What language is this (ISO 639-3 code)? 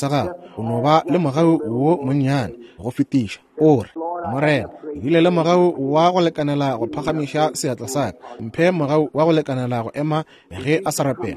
nso